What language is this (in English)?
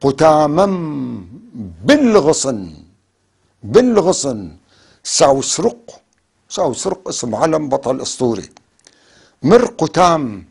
North Levantine Arabic